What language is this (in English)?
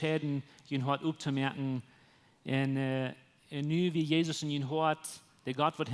Plautdietsch